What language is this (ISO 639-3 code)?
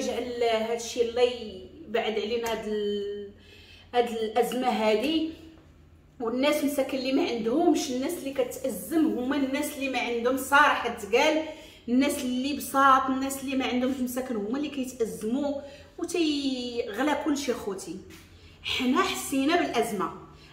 ary